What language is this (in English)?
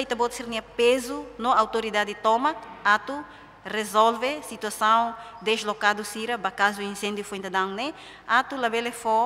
Tetum